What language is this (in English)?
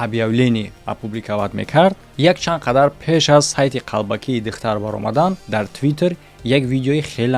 Tajik